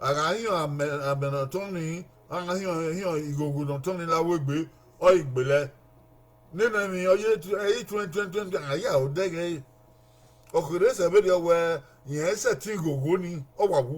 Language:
Bini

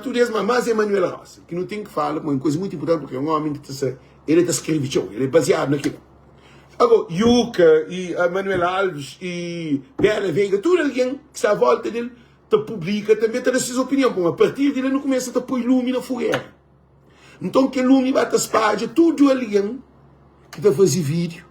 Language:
Kabuverdianu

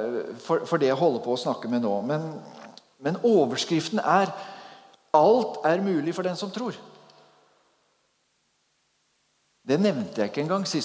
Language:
Norwegian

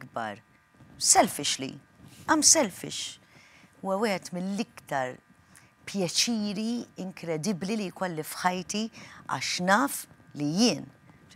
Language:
Maltese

